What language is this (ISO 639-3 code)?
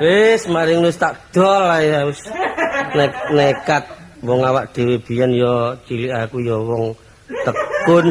jav